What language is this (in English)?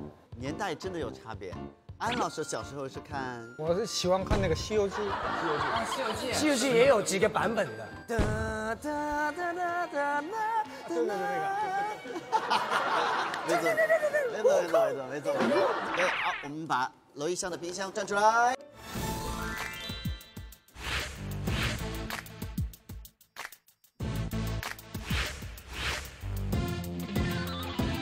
Chinese